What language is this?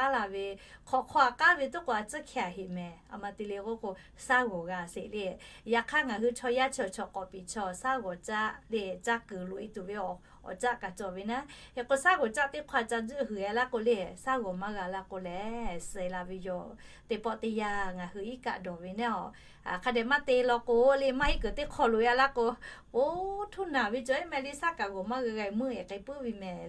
Lahu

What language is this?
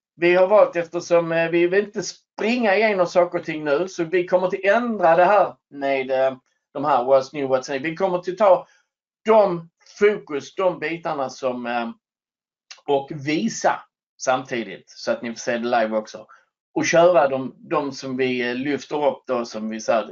Swedish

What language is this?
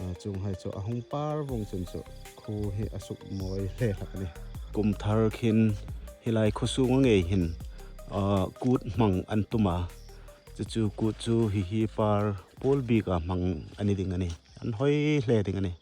Hmar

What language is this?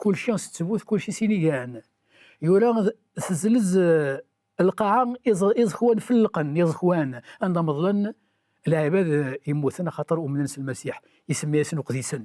Kabyle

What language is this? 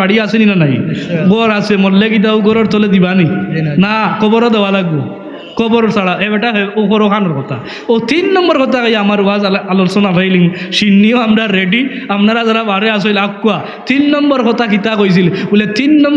Sylheti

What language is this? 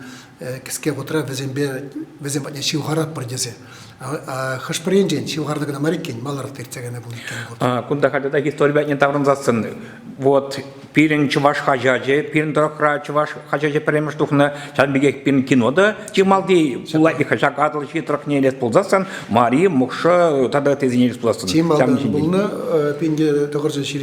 Chuvash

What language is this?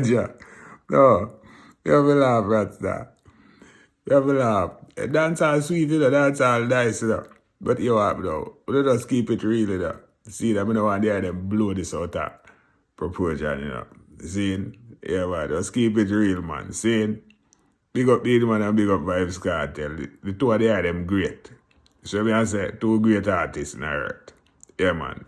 Jamaican Creole English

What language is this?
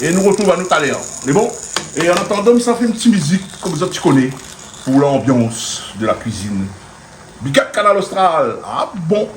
Réunion Creole French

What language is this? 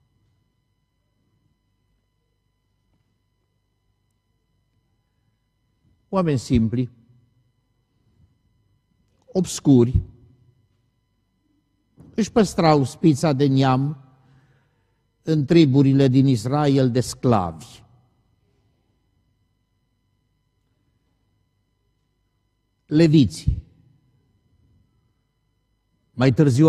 Romanian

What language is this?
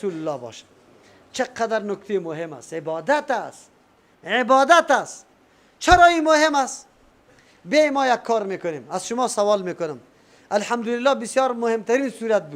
Persian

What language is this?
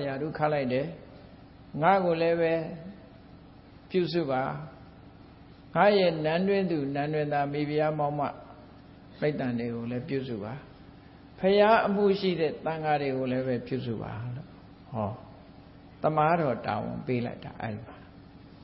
Burmese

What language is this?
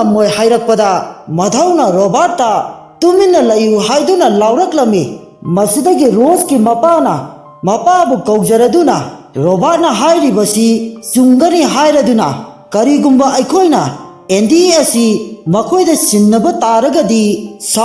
Manipuri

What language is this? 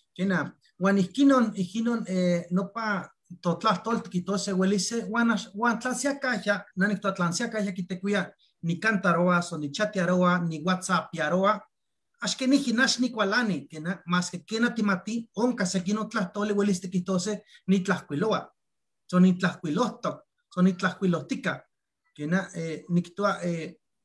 Eastern Huasteca Nahuatl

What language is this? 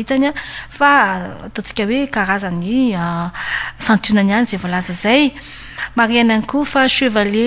Malagasy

